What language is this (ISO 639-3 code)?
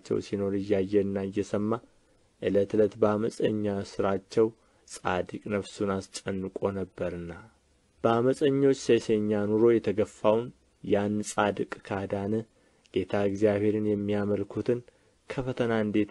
amh